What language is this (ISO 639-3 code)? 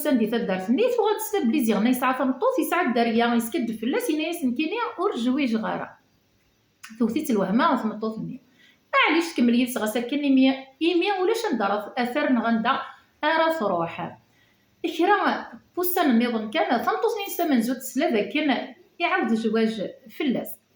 kab